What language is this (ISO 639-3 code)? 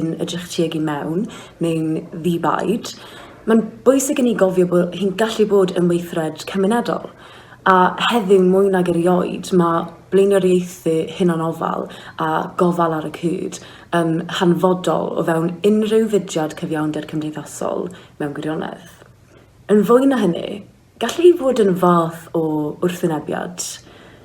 cym